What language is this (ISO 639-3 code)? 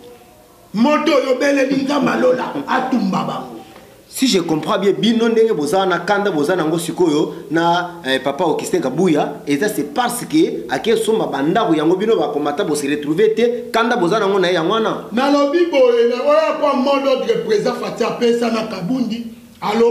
lin